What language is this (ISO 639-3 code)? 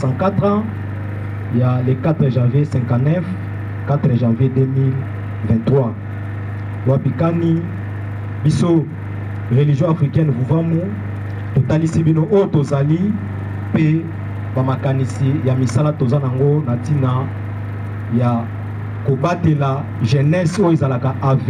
lin